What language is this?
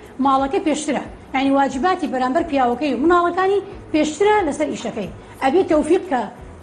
Central Kurdish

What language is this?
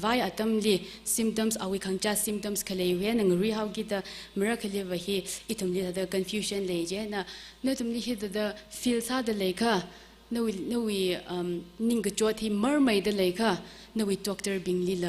Tangkhul Naga (India)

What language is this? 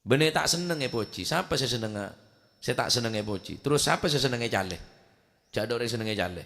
Madurese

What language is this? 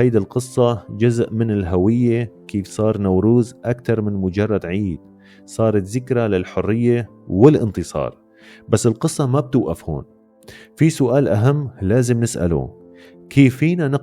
North Levantine Arabic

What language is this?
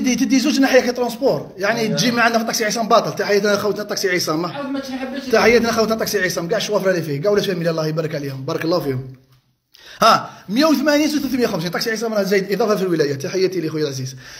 Algerian Arabic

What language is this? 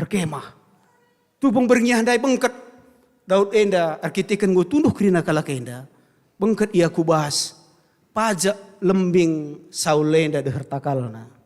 Batak Karo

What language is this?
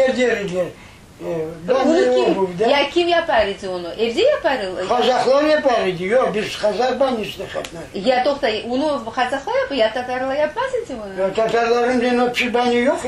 Crimean Tatar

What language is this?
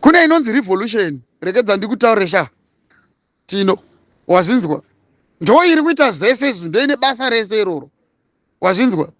Shona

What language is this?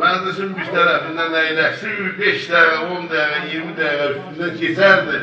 South Azerbaijani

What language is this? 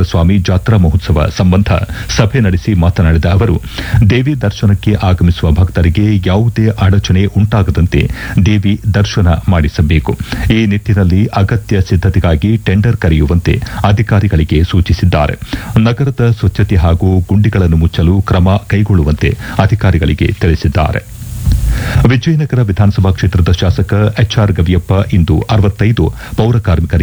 Kannada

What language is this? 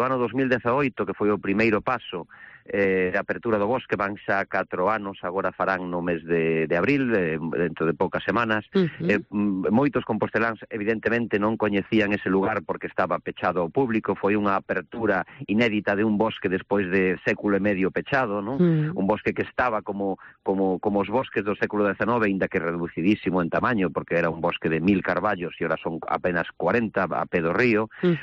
Galician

